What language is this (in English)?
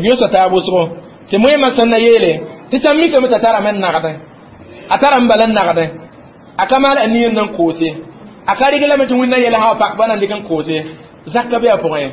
Mossi